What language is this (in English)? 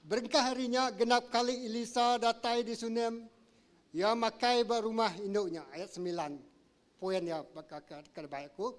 Iban